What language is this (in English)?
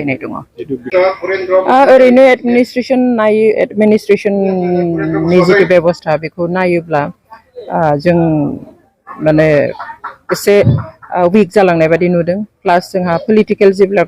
Bodo